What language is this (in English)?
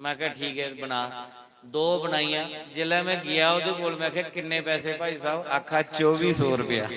Dogri